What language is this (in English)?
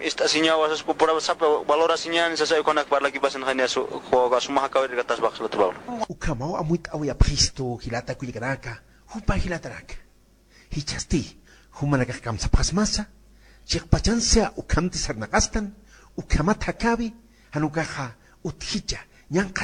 Aymara